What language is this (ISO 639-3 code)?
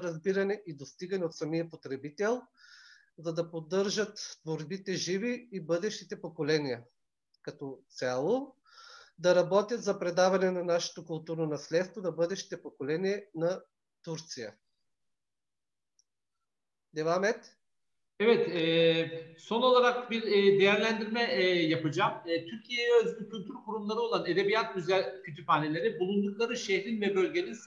bul